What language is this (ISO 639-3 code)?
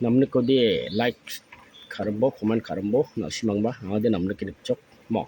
grt